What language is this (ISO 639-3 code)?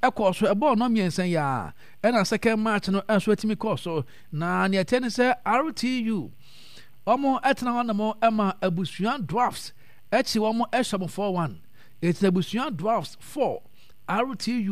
aka